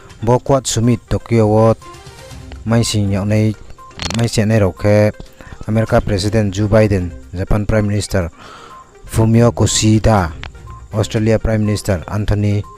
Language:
Riang (India)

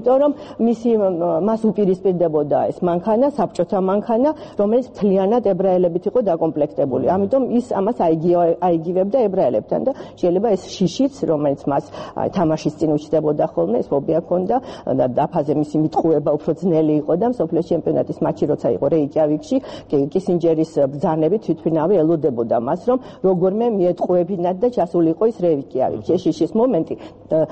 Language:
Georgian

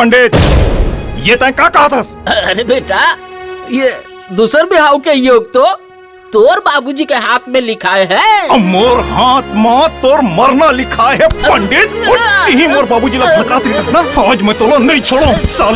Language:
Chhattisgarhi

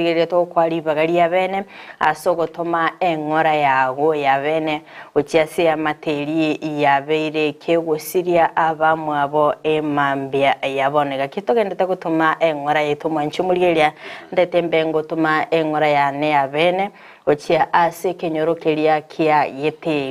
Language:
Gusii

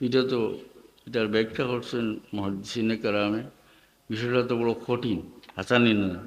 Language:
Sylheti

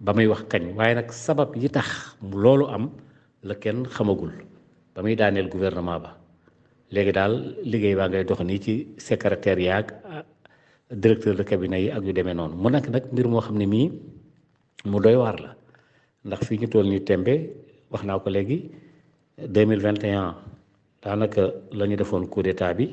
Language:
Wolof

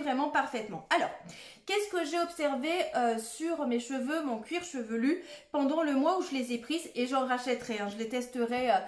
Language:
French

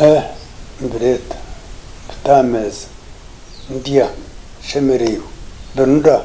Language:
Nyankole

